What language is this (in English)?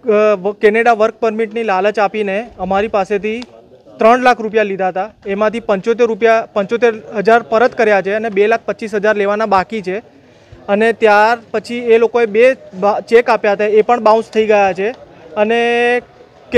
Gujarati